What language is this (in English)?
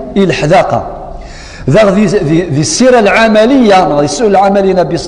Kabyle